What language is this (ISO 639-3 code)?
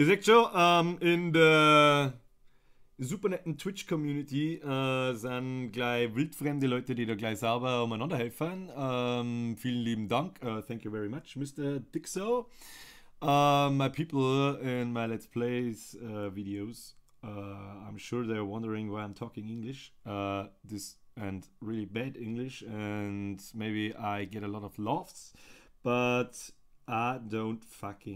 bar